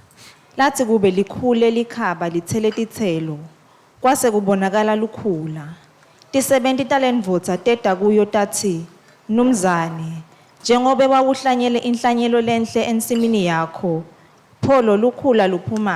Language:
Swati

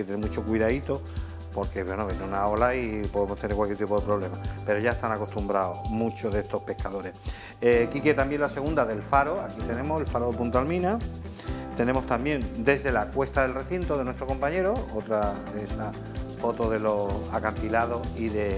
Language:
Spanish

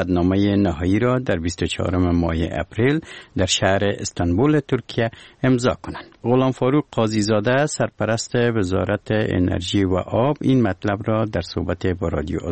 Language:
Persian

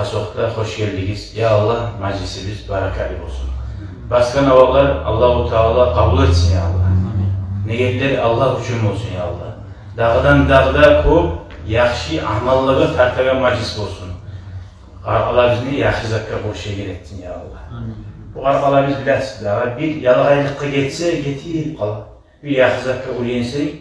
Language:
Kumyk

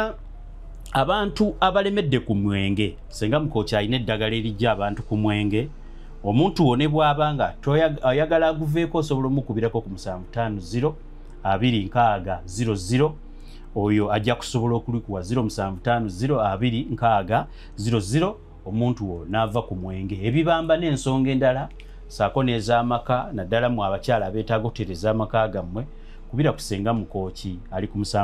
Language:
Ganda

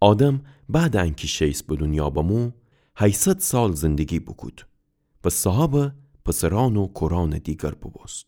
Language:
Gilaki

